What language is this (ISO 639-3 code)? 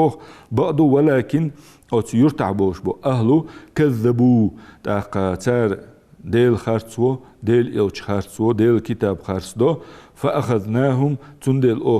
inh